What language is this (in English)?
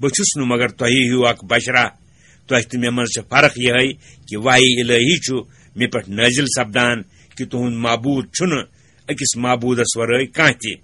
Kashmiri